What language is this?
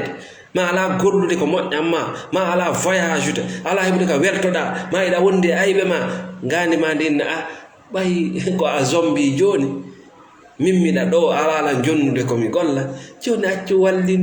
Fula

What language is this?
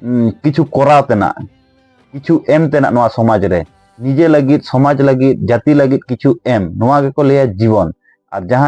Santali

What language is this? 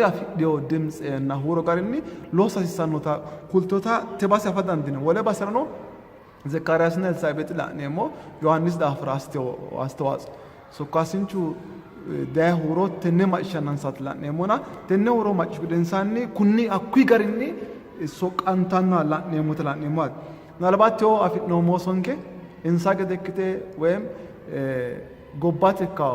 Sidamo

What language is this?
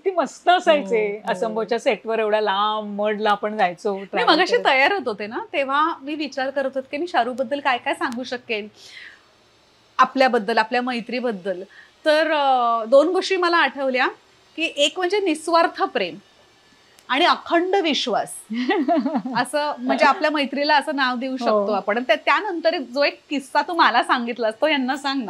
Marathi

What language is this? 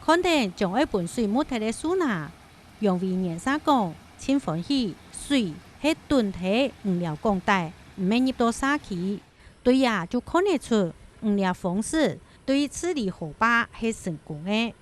Hakka Chinese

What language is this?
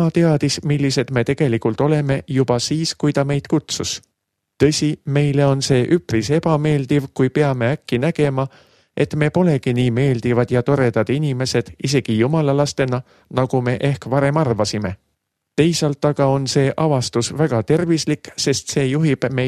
Estonian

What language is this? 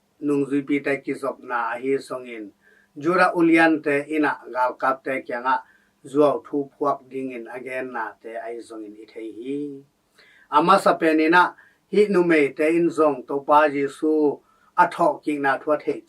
Tedim Chin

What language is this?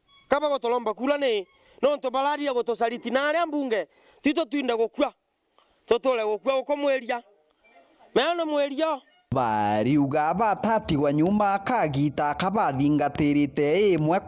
Meru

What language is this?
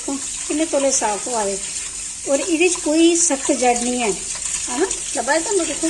Dogri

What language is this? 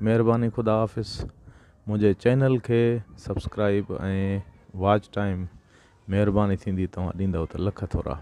Sindhi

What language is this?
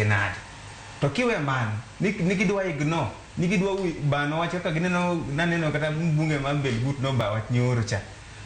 Luo (Kenya and Tanzania)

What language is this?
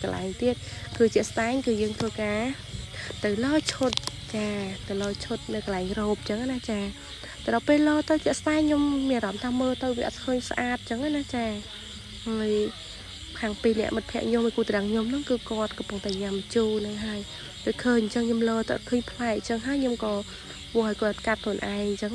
Khmer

